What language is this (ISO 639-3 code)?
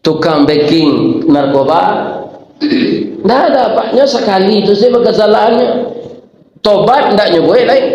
min